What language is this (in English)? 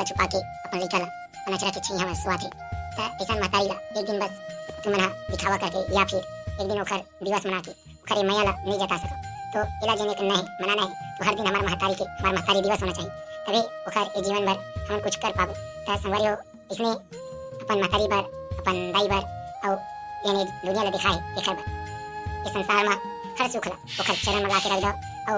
Chhattisgarhi